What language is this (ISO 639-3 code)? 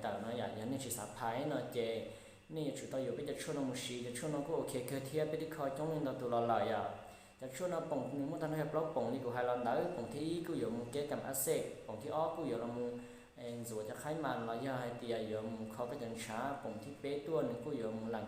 hmn